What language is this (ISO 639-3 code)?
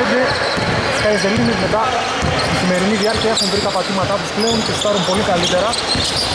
ell